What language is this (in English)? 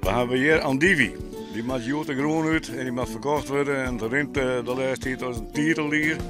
Western Frisian